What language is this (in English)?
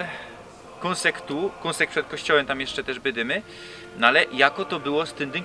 Silesian